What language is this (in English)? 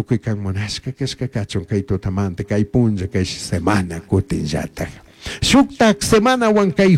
Chimborazo Highland Quichua